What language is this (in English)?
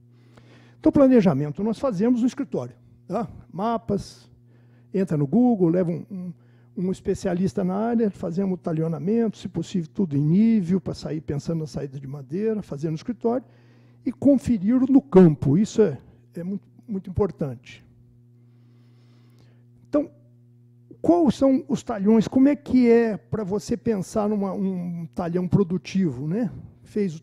Portuguese